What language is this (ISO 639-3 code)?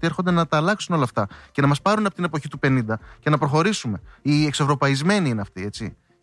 ell